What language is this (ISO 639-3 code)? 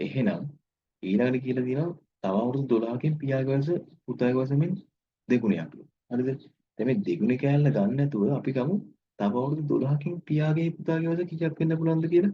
sin